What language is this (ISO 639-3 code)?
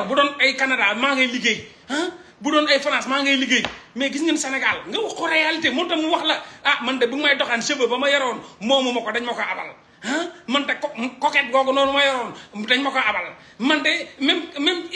wol